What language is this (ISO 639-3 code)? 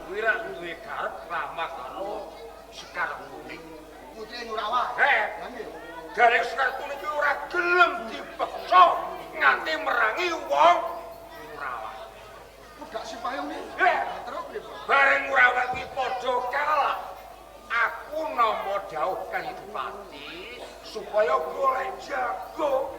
jav